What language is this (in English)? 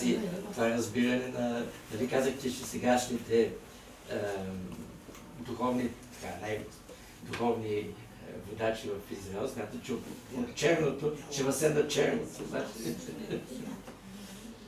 Bulgarian